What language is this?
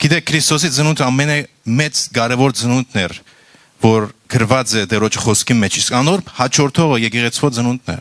Western Armenian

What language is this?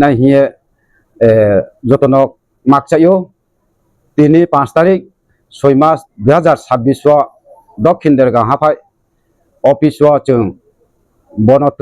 Riang (India)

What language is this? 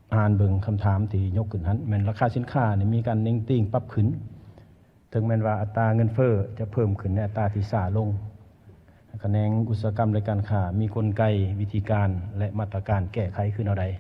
Lao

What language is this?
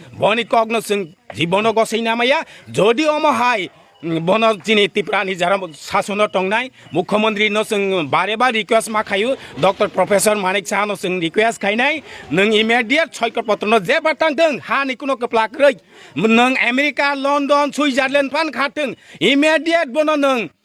Kok Borok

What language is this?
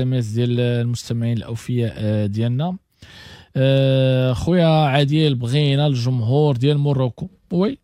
Moroccan Arabic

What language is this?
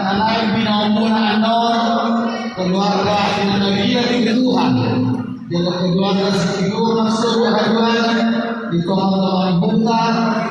Batak Toba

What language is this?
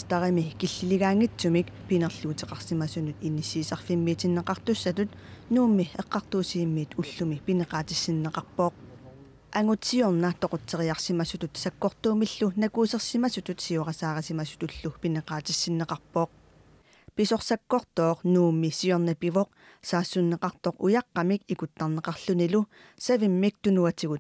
Kalaallisut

